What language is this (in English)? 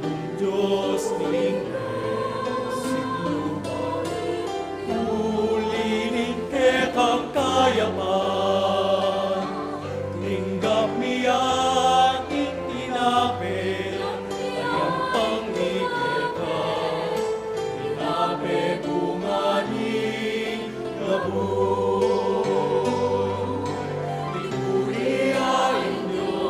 Pampanga